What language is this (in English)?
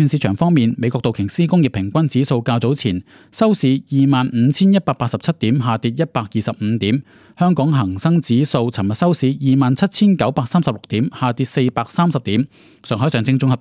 Cantonese